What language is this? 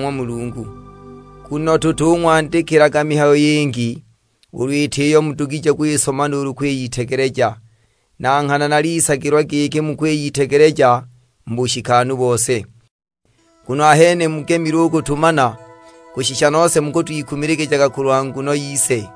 Sukuma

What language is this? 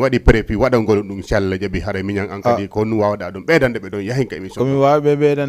Fula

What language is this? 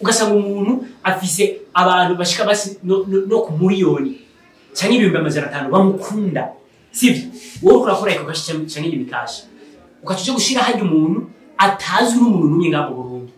Rundi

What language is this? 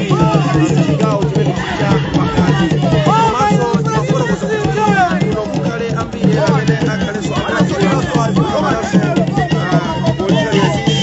Nyanja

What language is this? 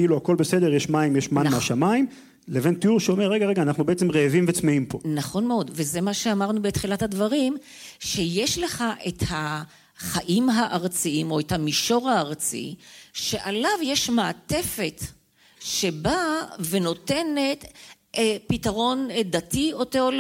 Hebrew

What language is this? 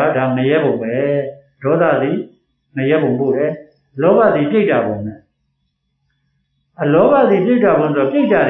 Burmese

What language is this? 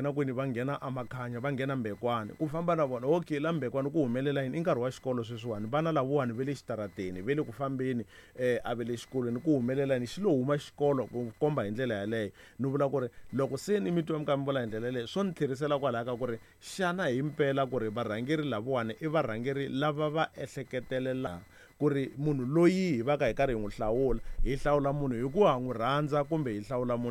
Tsonga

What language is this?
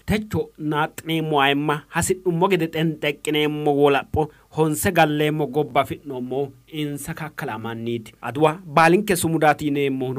Sidamo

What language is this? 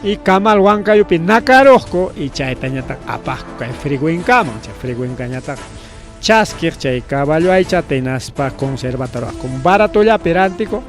Ayacucho Quechua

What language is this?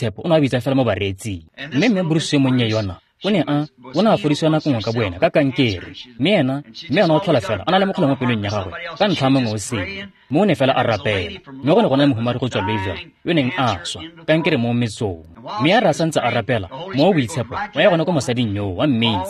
Tswana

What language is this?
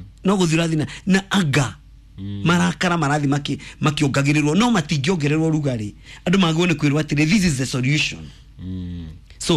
Kikuyu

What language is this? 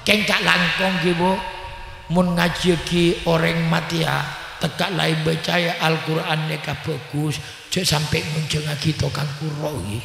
Madurese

